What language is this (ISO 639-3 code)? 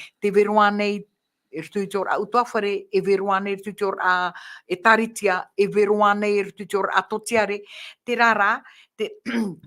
tah